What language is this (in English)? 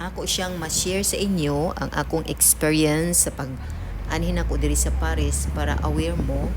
Cebuano